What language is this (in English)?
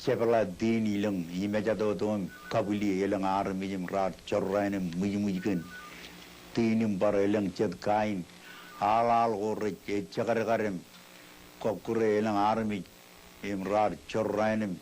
Marshallese